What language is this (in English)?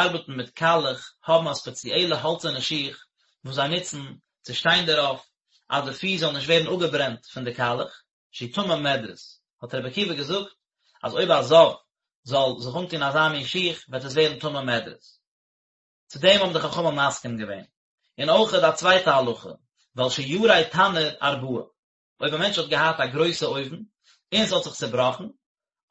Yiddish